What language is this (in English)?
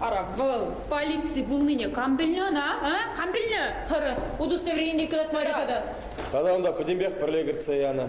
Chuvash